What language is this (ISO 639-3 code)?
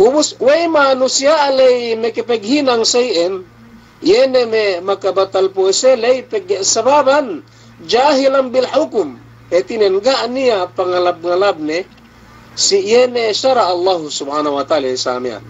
yka